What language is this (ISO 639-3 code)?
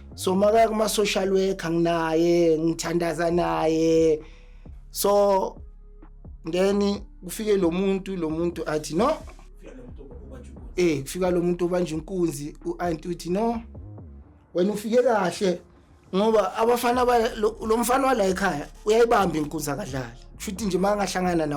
zul